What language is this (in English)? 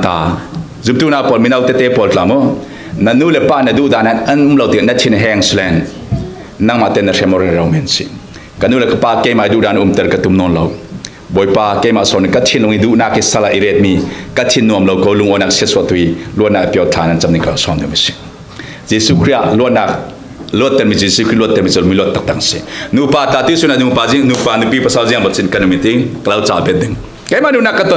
Falam Chin